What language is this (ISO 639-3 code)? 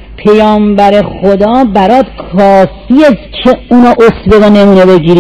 fas